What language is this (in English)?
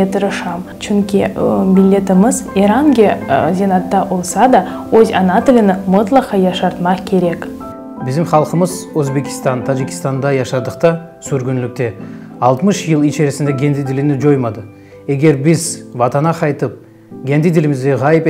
Crimean Tatar